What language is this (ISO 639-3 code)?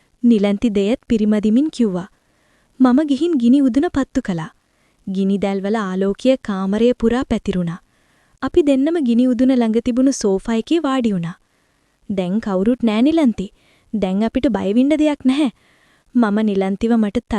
sin